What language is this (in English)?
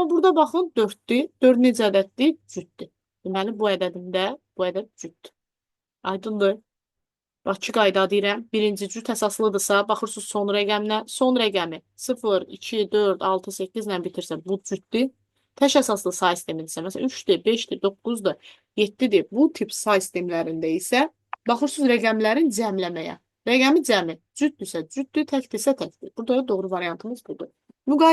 Azerbaijani